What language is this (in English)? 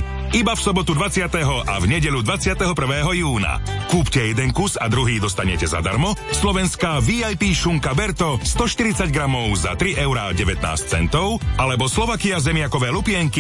Slovak